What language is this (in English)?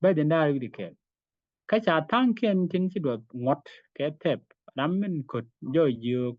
Nuer